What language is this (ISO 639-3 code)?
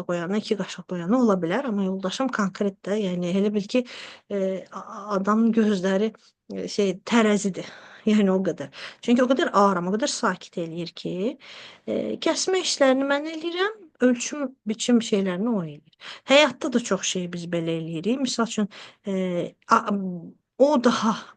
aze